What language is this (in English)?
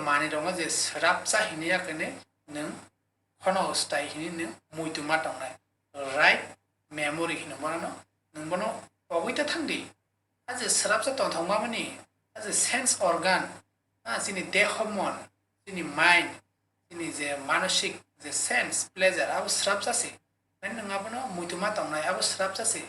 Kok Borok